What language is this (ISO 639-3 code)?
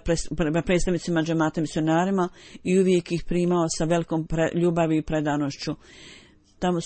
bos